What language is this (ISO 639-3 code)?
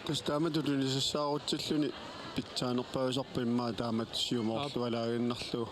kal